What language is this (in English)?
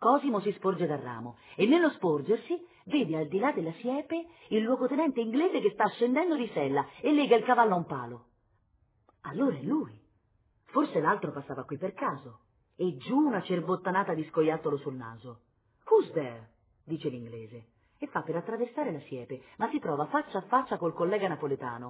Italian